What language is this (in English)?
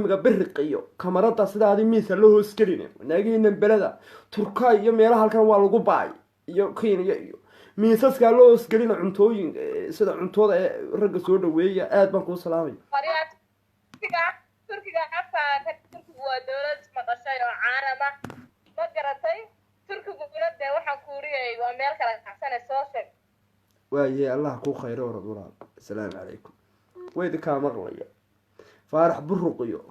Somali